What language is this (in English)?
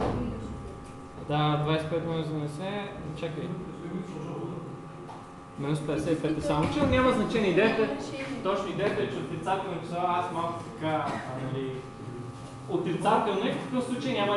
Bulgarian